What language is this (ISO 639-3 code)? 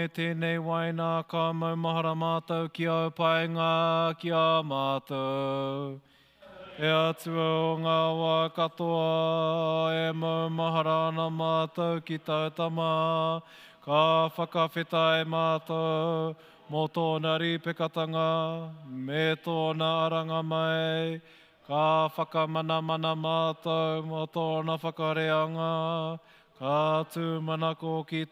mri